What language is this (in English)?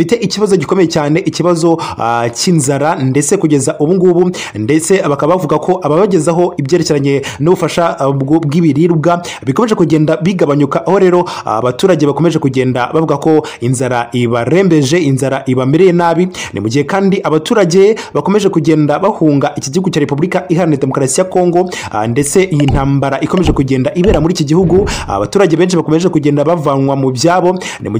Kinyarwanda